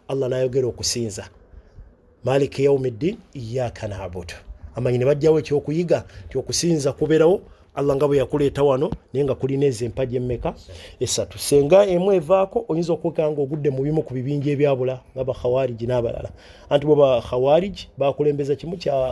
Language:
Ganda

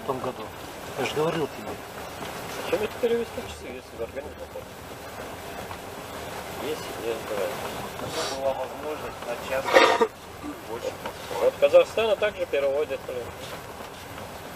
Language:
Russian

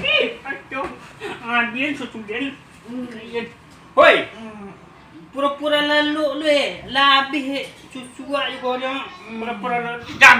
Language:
Minangkabau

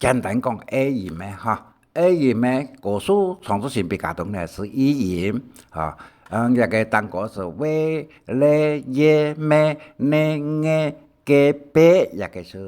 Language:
Hakka Chinese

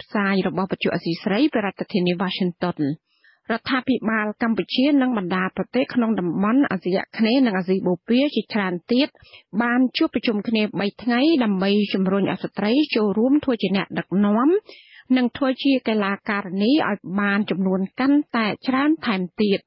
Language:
Khmer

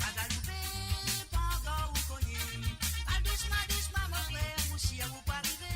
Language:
Morisyen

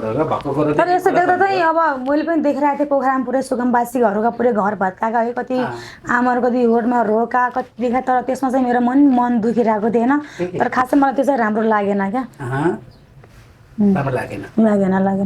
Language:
Nepali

